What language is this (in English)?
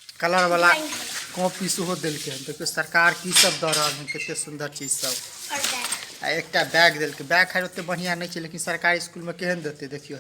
Maithili